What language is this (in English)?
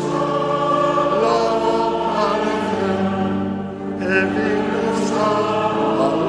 Upper Sorbian